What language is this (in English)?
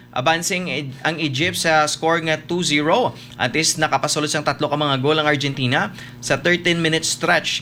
Hiligaynon